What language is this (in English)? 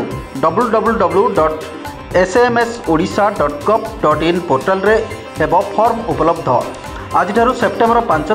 Odia